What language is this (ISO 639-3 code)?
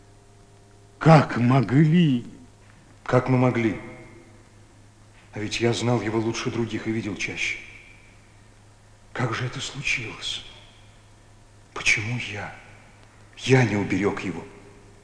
rus